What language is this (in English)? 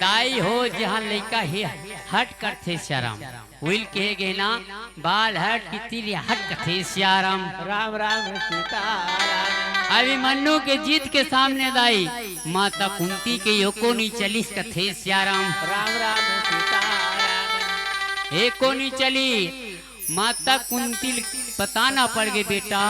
Chhattisgarhi